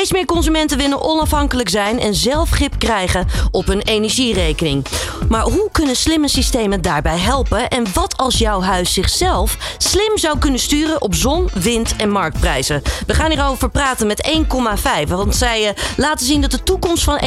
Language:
Dutch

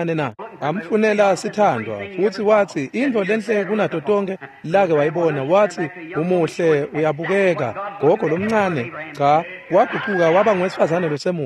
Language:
Swati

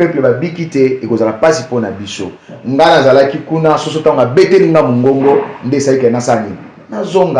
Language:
Lingala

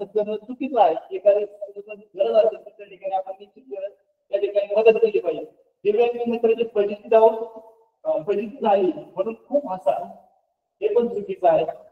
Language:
Marathi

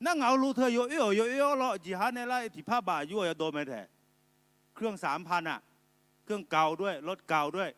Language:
Akha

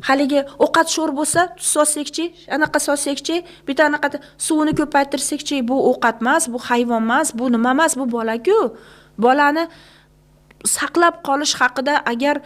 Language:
Uzbek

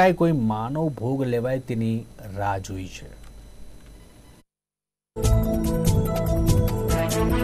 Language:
Gujarati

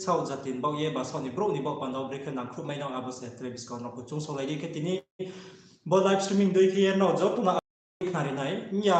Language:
Riang (India)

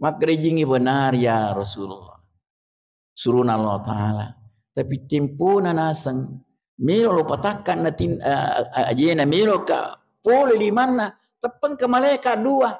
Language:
Buginese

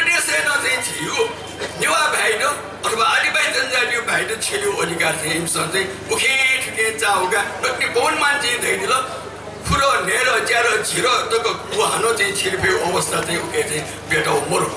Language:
Newari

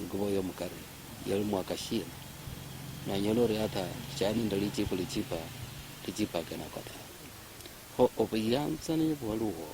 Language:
Luyia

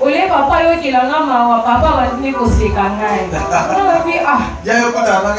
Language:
Lingala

